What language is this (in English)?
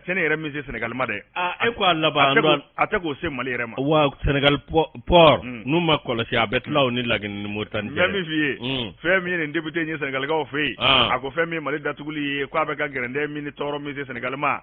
Bambara